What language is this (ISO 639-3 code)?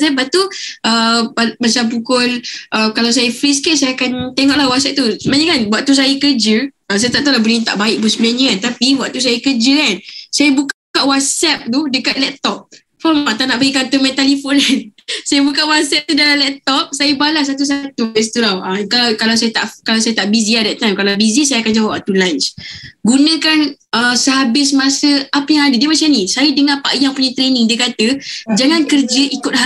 msa